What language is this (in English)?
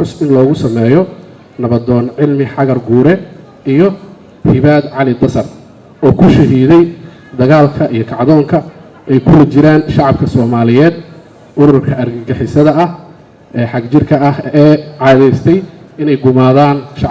Somali